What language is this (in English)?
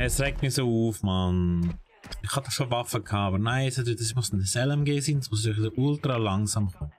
Swiss German